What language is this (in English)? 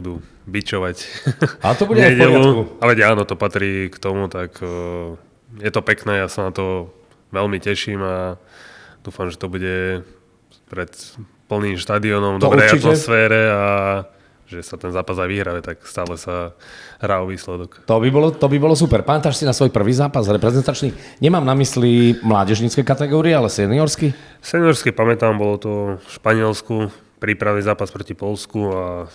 Slovak